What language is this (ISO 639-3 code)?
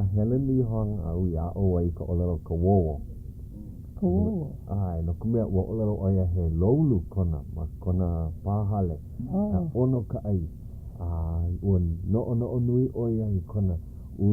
haw